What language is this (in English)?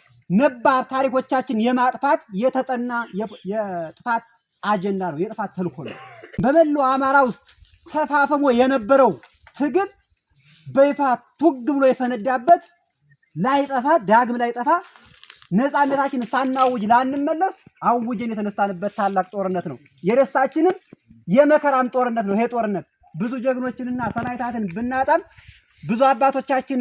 Amharic